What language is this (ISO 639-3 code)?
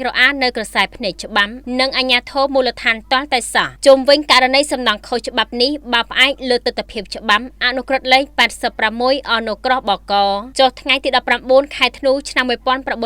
khm